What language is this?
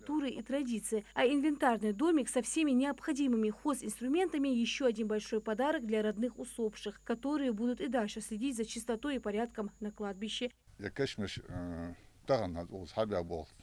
Ingush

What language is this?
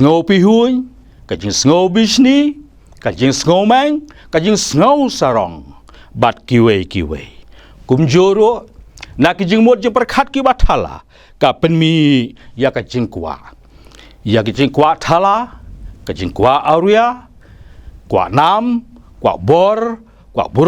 Khasi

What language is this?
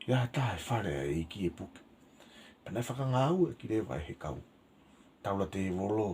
Tongan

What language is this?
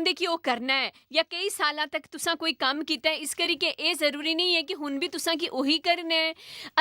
Dogri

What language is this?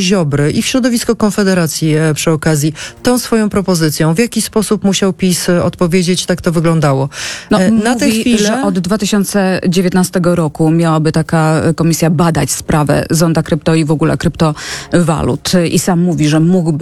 Polish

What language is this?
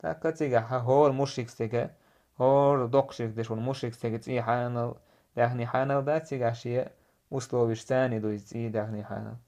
Chechen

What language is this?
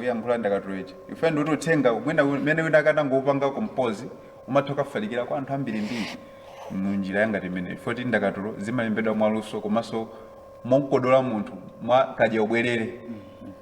Nyanja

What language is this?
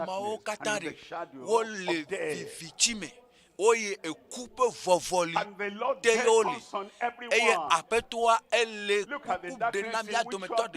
Ewe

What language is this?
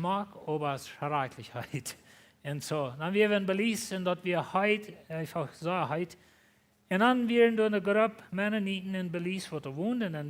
Plautdietsch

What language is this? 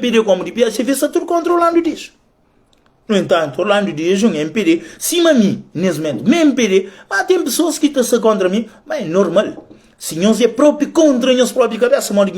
Kabuverdianu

